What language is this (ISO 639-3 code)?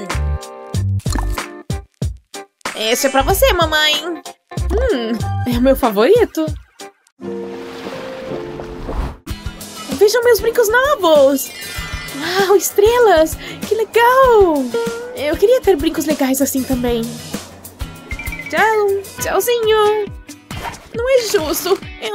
por